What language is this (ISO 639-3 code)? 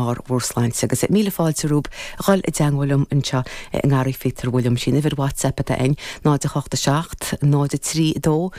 gle